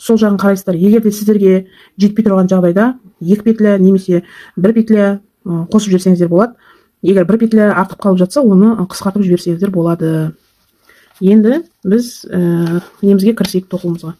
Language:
Kazakh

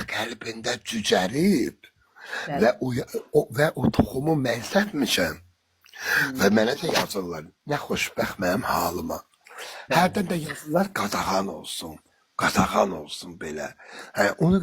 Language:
Azerbaijani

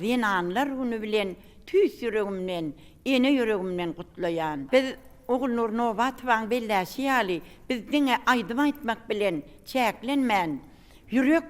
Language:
Turkmen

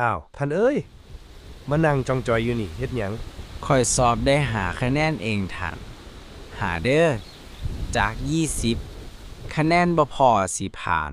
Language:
Northeastern Thai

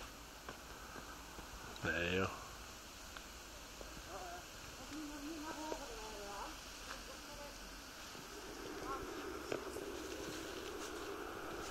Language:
Dutch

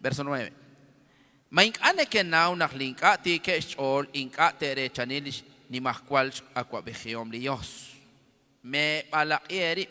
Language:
Kekchí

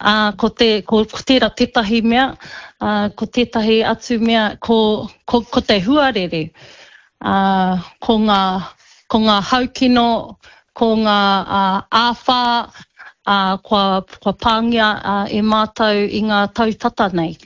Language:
Māori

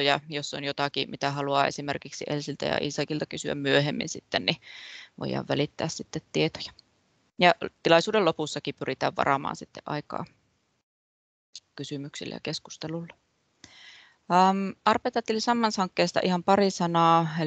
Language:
Finnish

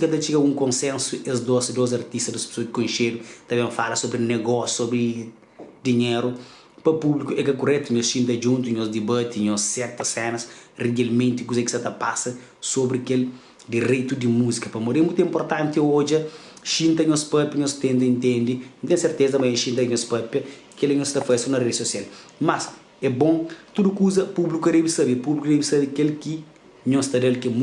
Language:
Kabuverdianu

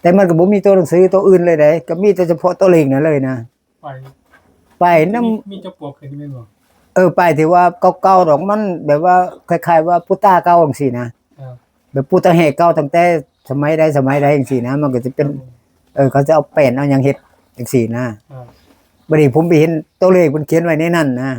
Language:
Northeastern Thai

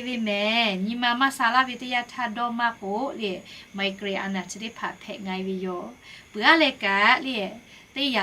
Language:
Lahu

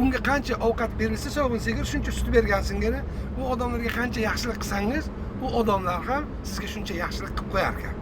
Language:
Uzbek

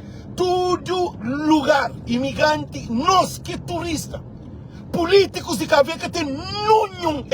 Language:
Kabuverdianu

